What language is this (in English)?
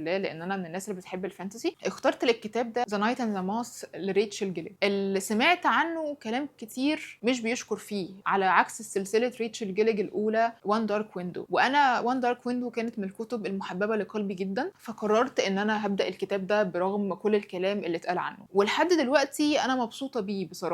Egyptian Arabic